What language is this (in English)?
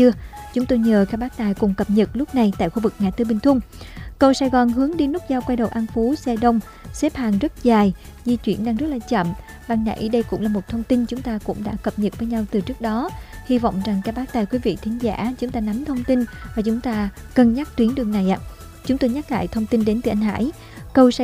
Vietnamese